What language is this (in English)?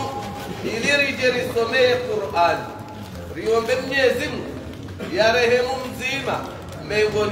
Swahili